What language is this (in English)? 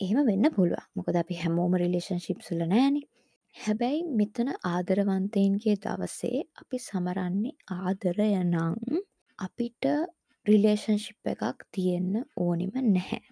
Sinhala